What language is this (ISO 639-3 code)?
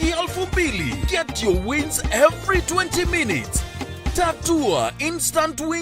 mer